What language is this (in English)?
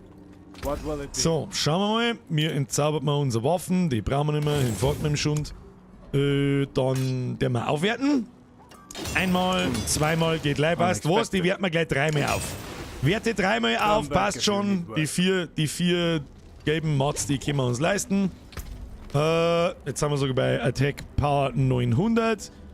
Bavarian